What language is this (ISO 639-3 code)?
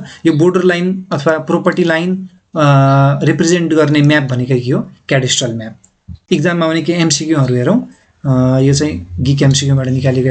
nep